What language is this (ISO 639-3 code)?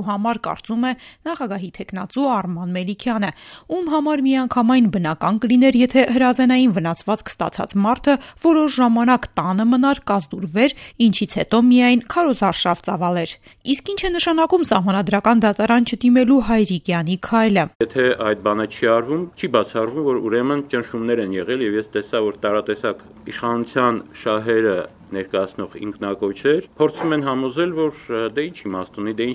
hye